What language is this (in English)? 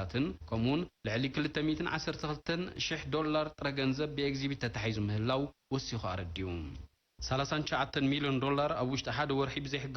Tigrinya